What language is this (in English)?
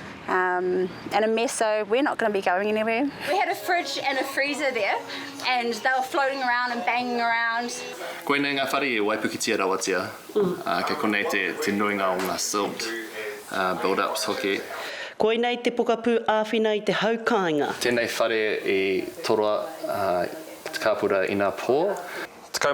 Māori